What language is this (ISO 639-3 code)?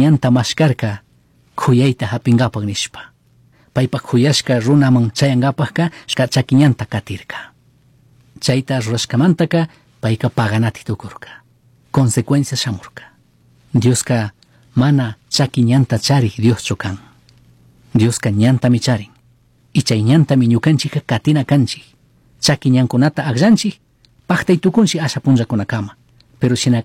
qug